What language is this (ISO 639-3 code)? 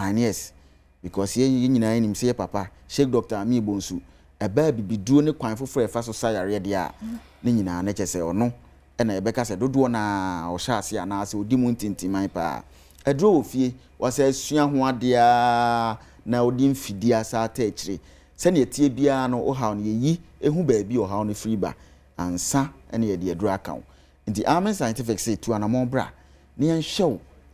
aka